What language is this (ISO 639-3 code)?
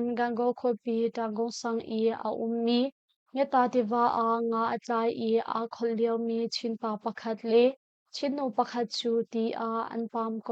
cnh